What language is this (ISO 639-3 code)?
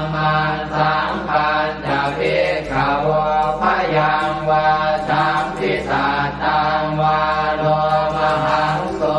pli